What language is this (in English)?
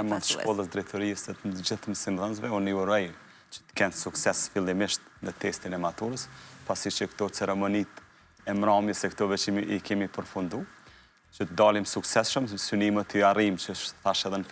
Albanian